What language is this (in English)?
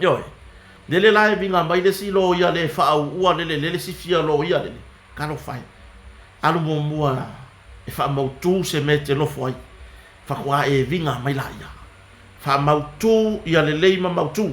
Samoan